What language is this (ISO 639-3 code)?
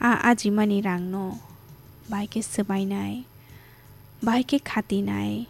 trp